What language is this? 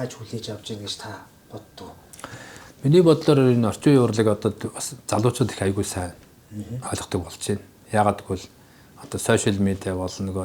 Mongolian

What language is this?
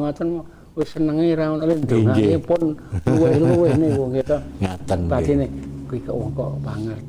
Javanese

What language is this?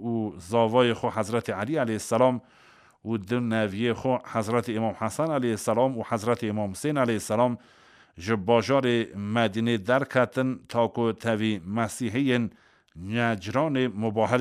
Kurdish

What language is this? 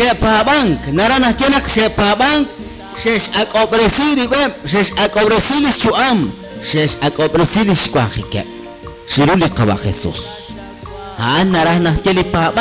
Kekchí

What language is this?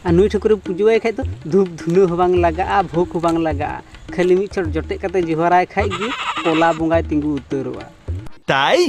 Santali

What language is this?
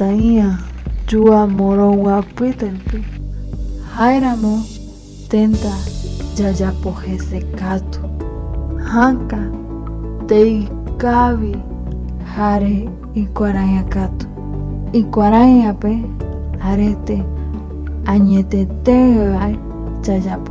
Guarani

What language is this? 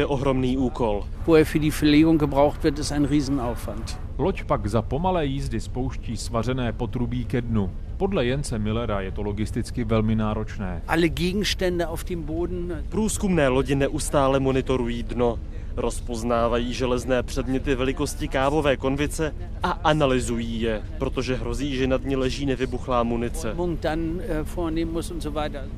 Czech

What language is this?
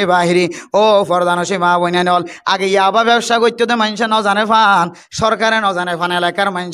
Rohingya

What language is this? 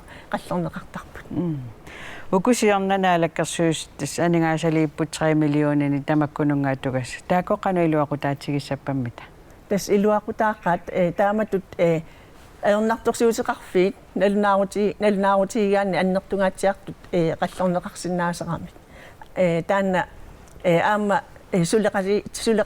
Kalaallisut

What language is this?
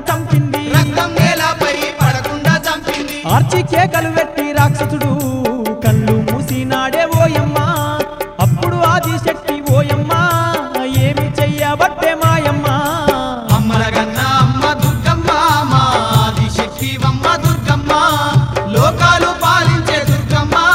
Telugu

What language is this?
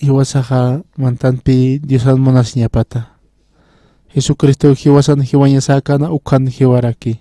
Aymara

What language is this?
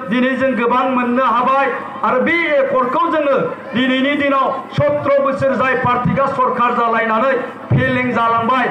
Bodo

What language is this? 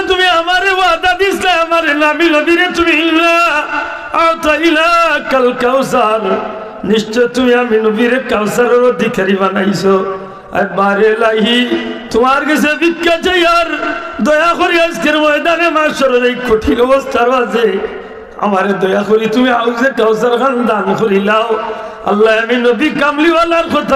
Sylheti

